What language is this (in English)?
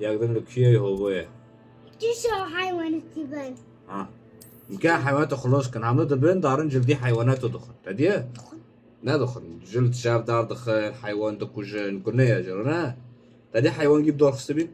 Kurdish